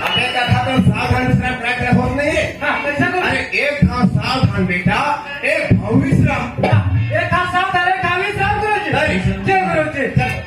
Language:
Chhattisgarhi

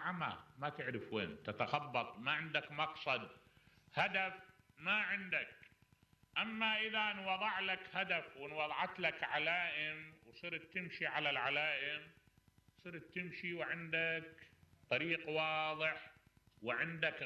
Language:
Mesopotamian Arabic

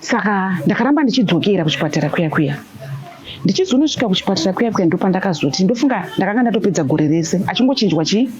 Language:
Shona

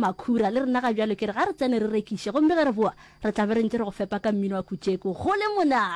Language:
Northern Sotho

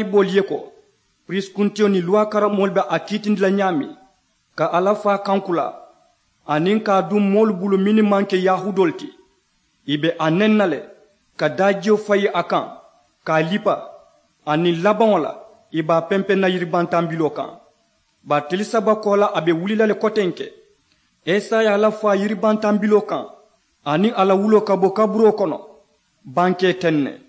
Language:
Mandingo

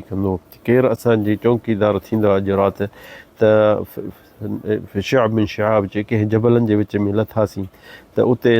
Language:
Sindhi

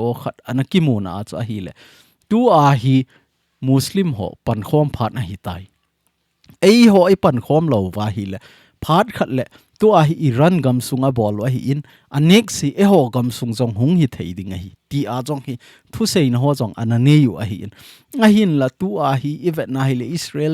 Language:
Thado Chin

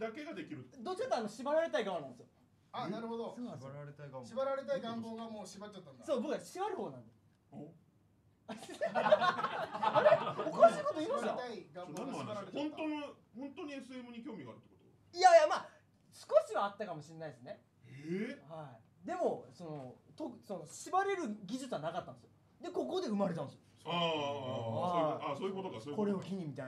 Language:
Japanese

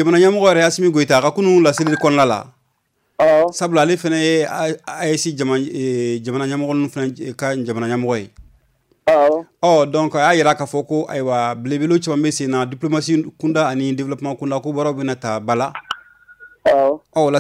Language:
Bambara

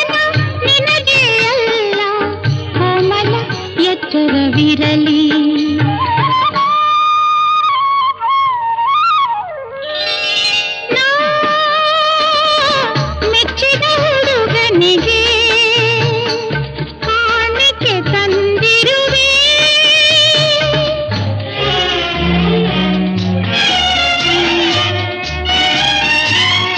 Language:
Kannada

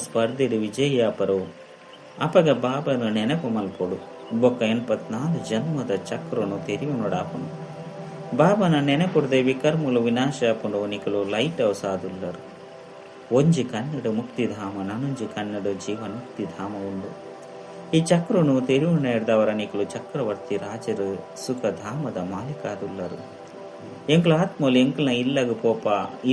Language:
Tulu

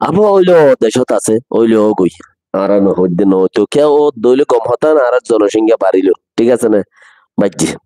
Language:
Rohingya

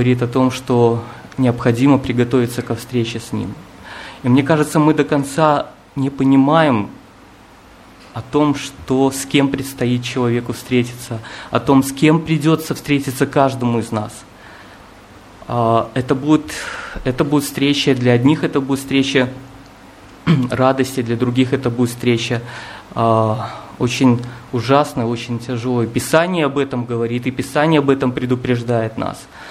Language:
Russian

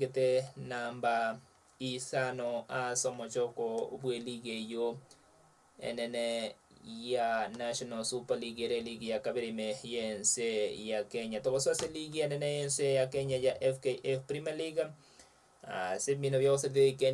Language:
Gusii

